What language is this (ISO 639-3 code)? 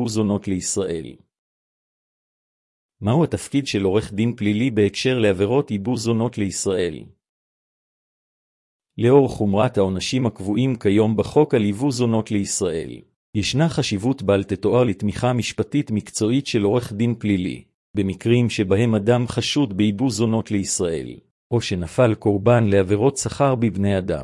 heb